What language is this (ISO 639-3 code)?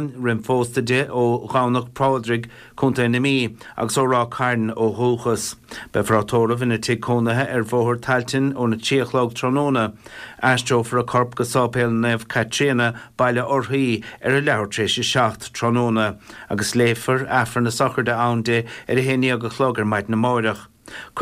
gle